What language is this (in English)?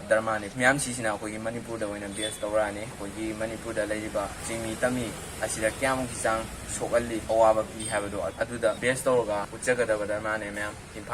Manipuri